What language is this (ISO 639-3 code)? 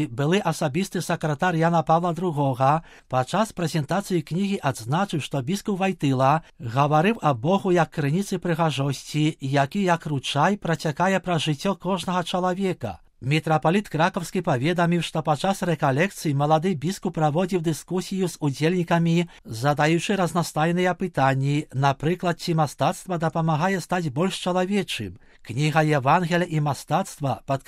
bel